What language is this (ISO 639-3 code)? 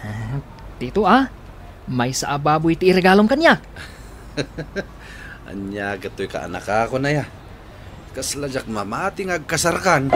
ilo